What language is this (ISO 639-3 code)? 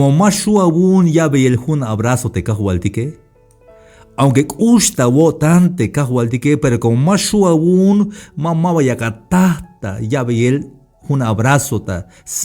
tzh